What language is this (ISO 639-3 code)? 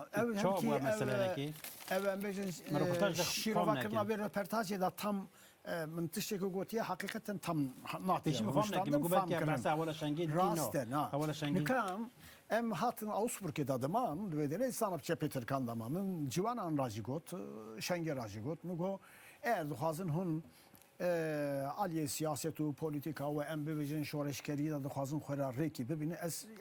kur